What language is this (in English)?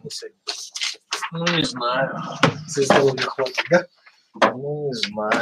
Russian